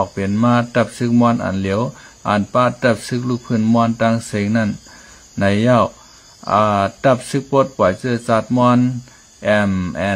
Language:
Shan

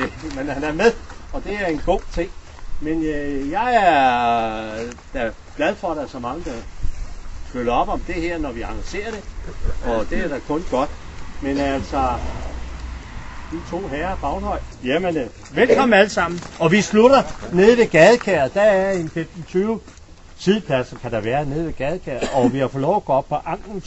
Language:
Danish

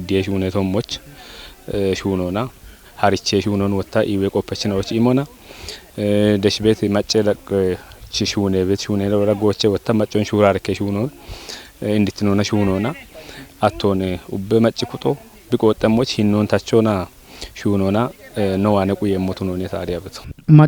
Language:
Kafa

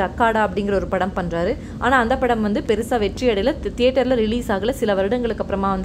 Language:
Tamil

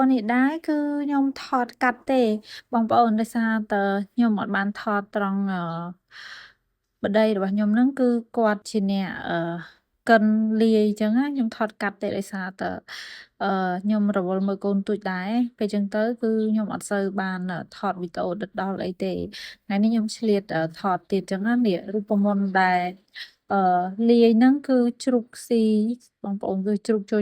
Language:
Khmer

